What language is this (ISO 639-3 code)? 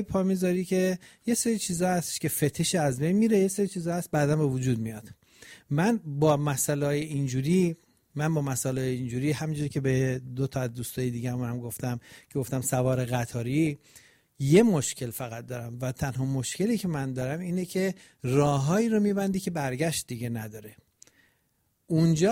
fas